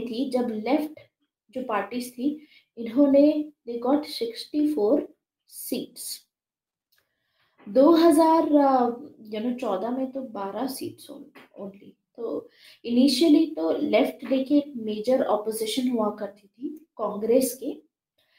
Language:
Hindi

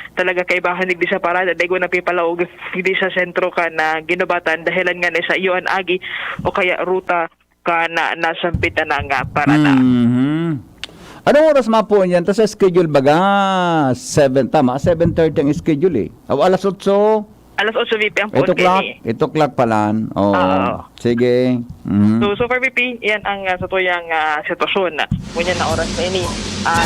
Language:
Bikol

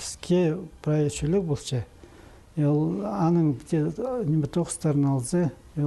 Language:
Khakas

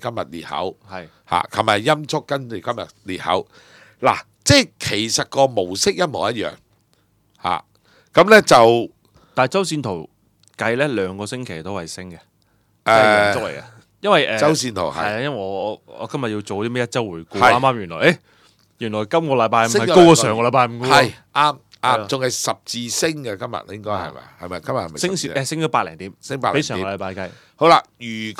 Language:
Cantonese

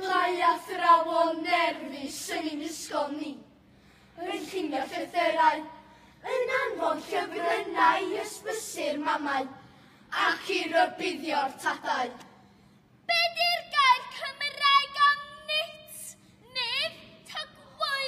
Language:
Welsh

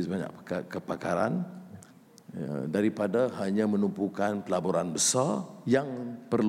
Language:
Malay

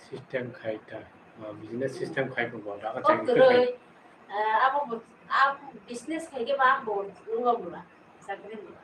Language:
Kok Borok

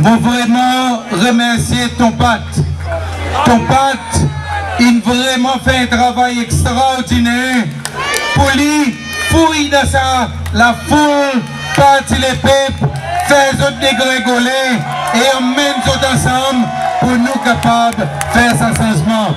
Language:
Seselwa Creole French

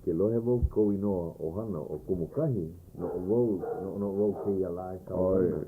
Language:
Hawaiian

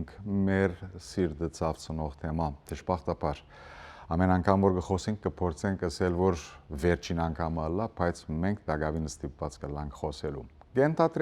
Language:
Western Armenian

